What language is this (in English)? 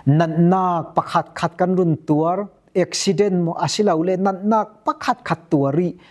Falam Chin